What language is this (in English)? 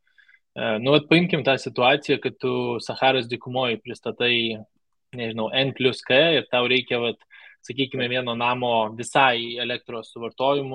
Lithuanian